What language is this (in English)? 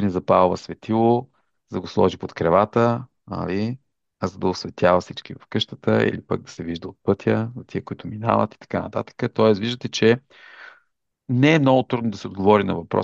Bulgarian